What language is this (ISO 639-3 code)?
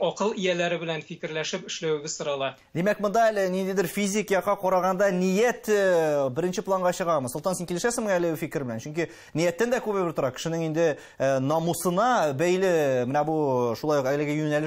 tat